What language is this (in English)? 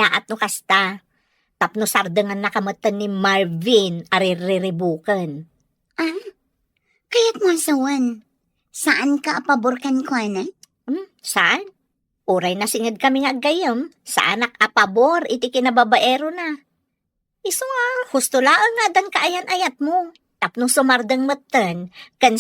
Iloko